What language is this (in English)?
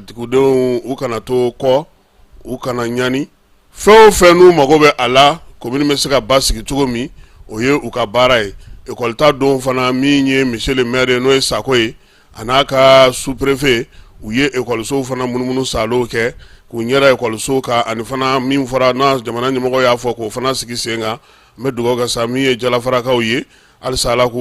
Bambara